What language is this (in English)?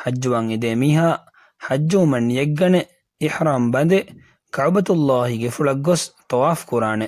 Divehi